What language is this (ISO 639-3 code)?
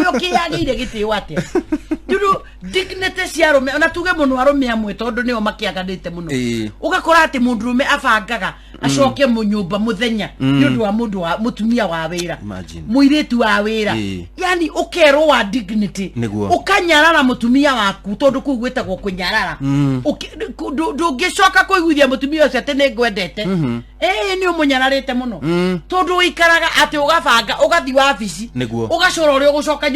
kik